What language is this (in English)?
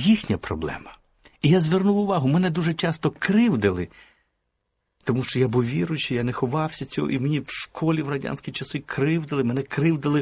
Ukrainian